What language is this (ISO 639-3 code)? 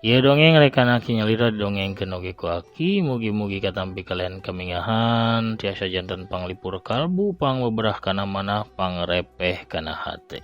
sun